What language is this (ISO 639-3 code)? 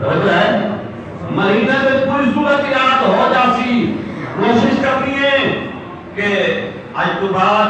skr